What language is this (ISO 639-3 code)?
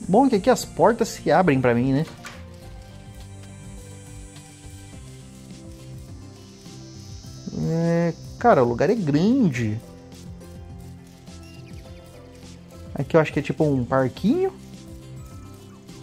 por